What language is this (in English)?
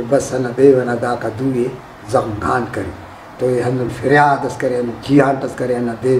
Brahui